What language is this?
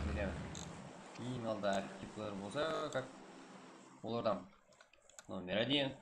Kara-Kalpak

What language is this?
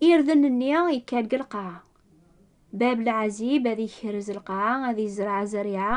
Kabyle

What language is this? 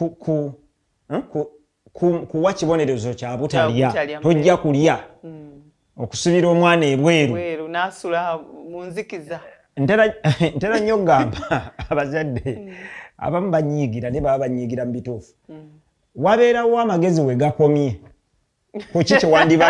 Ganda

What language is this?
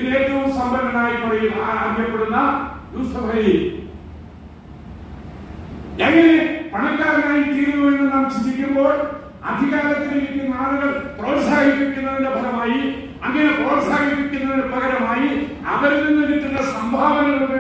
Malayalam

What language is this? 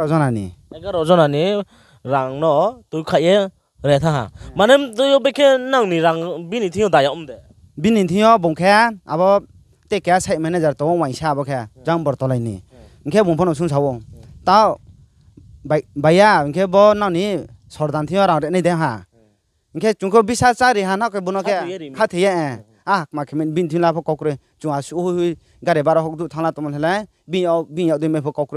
Riang (India)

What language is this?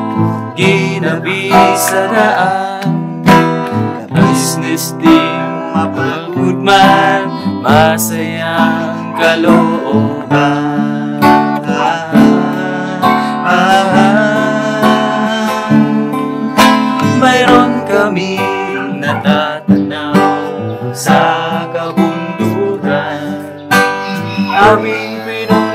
Filipino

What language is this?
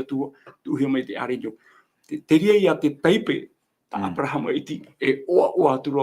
Tahitian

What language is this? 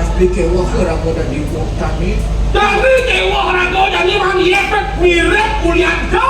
Balinese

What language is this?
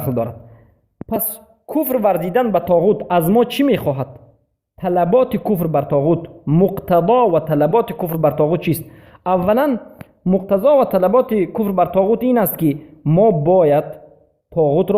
Persian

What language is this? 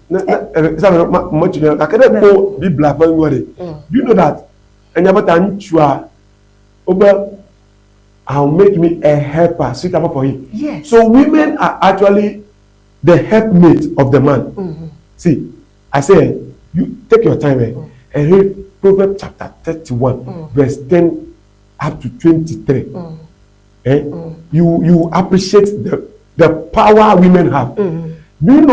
Ewe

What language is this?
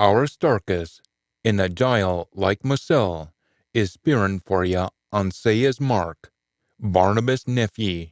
Scots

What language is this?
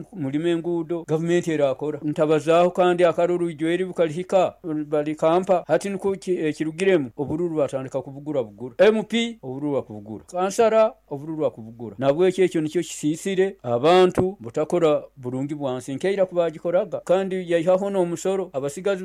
Nyoro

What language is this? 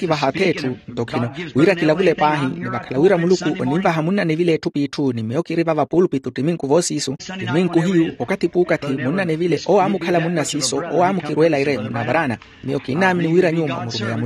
Makhuwa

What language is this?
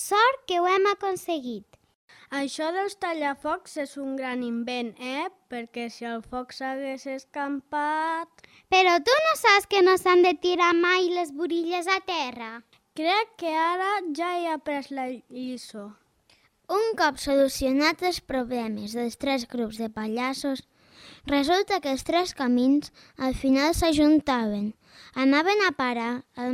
Catalan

